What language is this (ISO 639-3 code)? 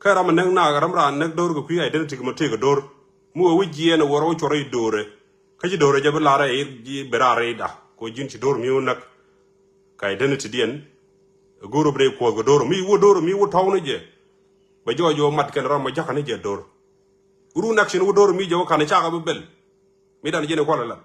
nus